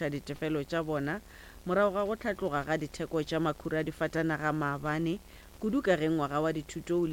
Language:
Northern Sotho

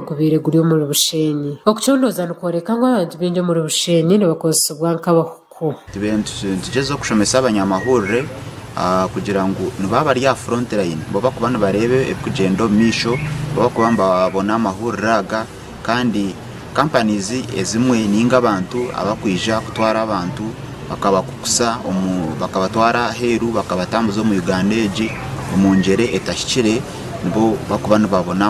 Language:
Nyankole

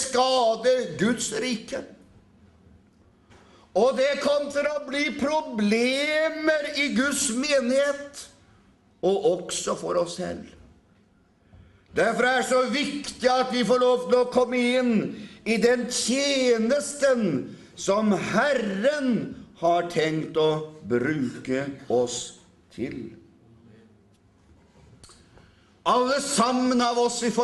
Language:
Norwegian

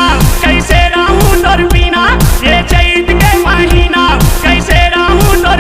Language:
Chhattisgarhi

